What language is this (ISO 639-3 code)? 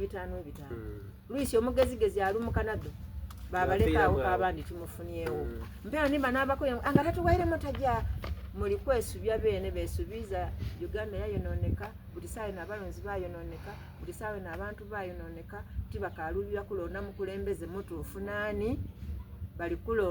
xog